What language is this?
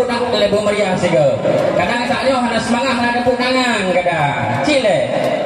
Achinese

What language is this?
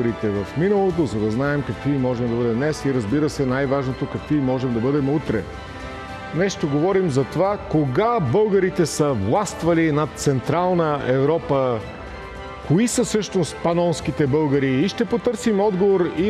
Bulgarian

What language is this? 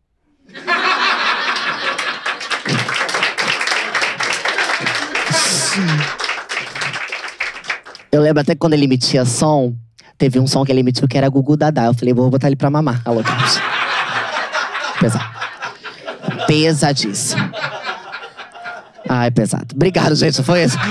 Portuguese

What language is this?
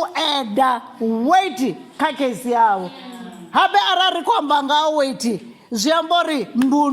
Venda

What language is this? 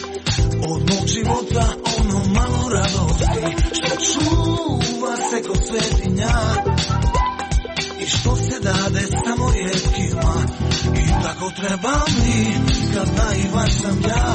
Croatian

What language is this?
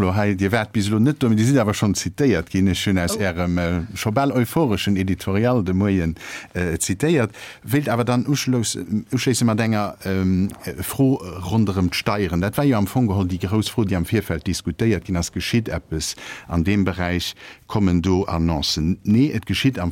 Luxembourgish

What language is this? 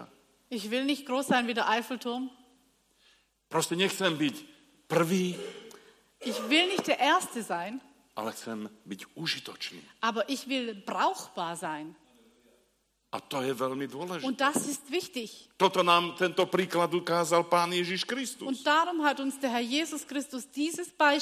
Slovak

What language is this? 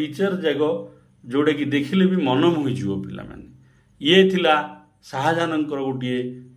Odia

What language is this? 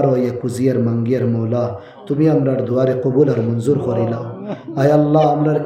Sylheti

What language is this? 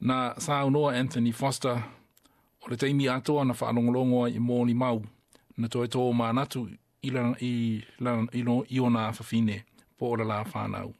Samoan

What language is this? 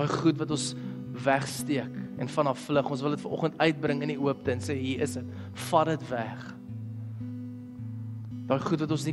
Afrikaans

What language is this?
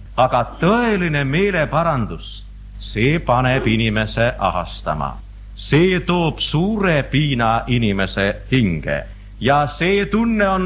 Estonian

